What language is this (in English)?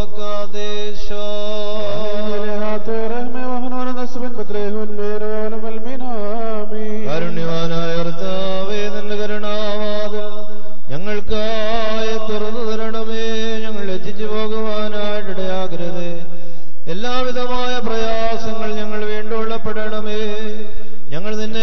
Malayalam